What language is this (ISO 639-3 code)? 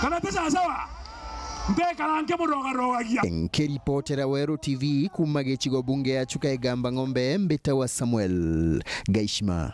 mer